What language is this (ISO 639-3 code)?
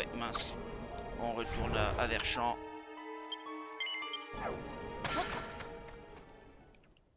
fra